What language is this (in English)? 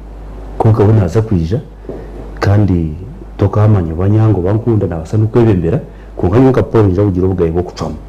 Nyankole